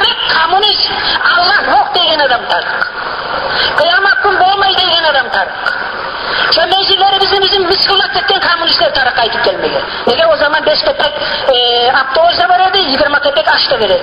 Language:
Kumyk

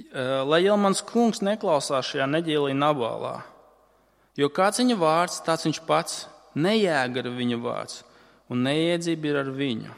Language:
Latvian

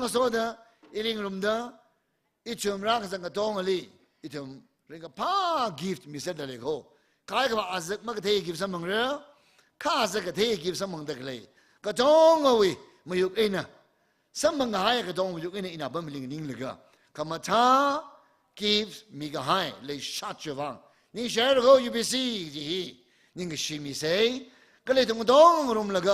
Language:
Tangkhul Naga (India)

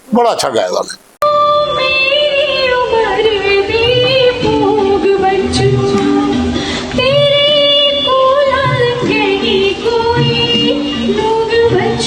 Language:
Dogri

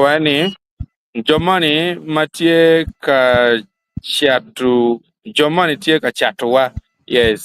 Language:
Acoli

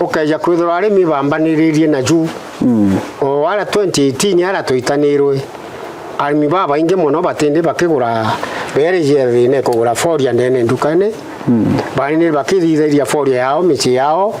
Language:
Meru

